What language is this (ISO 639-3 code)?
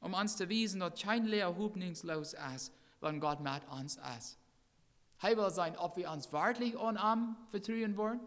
pdt